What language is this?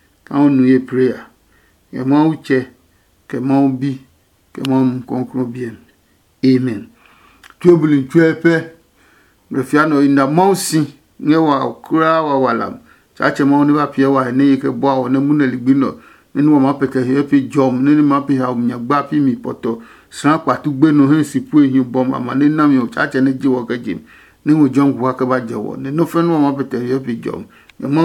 Adangme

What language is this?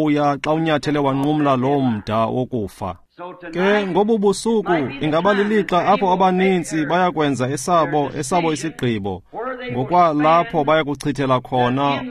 Xhosa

